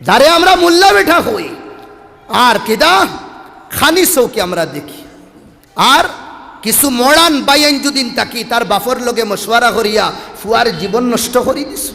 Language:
Sylheti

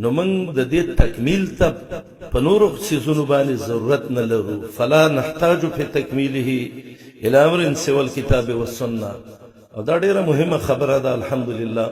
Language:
Pashto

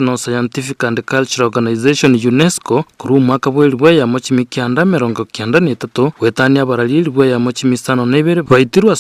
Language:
Gusii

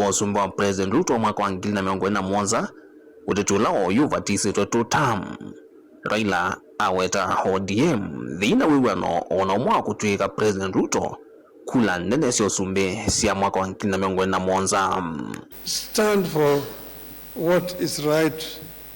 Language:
Kamba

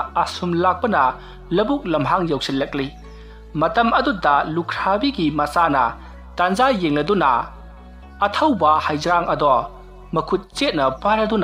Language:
Manipuri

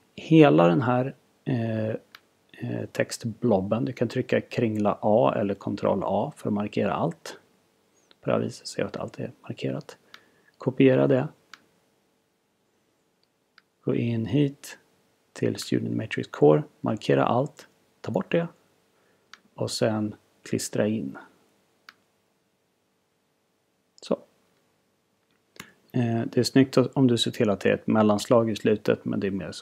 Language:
Swedish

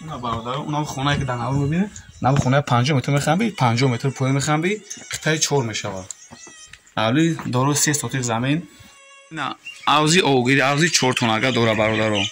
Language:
Tajik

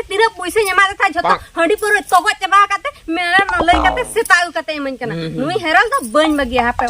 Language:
Santali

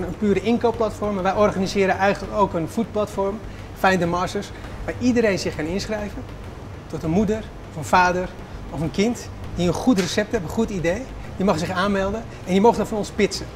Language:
Dutch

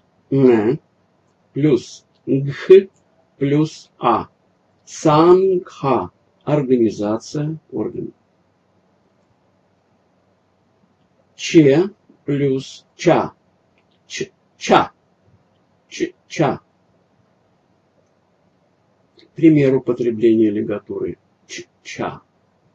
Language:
Russian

